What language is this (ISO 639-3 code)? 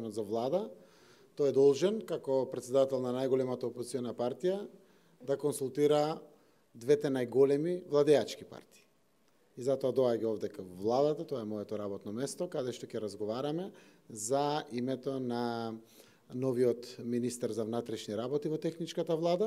mkd